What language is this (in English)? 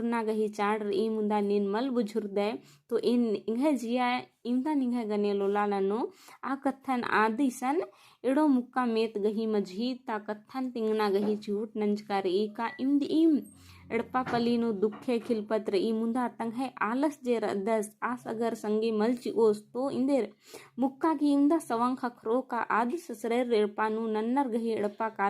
Kurukh